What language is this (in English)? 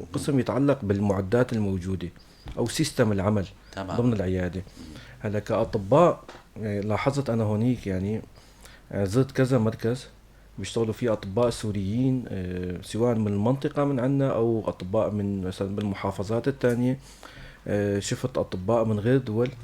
North Levantine Arabic